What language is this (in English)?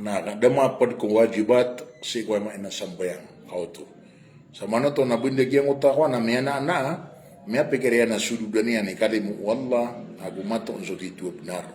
Maranao